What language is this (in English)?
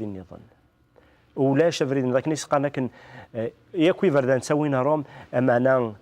Kabyle